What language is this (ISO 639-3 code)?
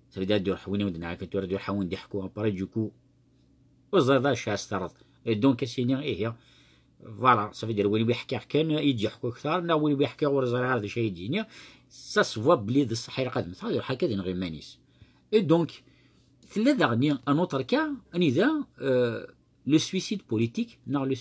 kab